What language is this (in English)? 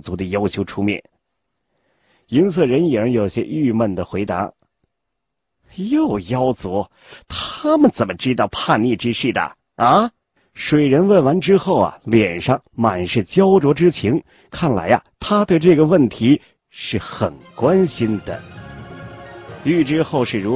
Chinese